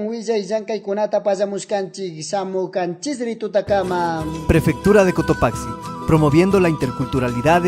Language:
Chimborazo Highland Quichua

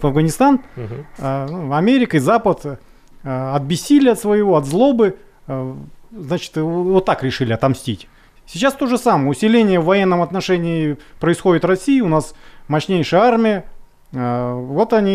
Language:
Russian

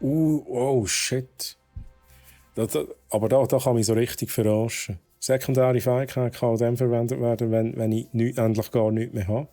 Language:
Swiss German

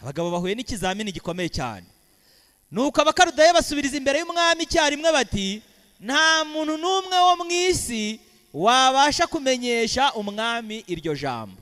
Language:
Kinyarwanda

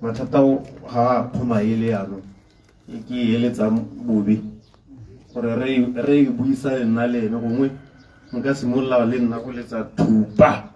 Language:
Tswana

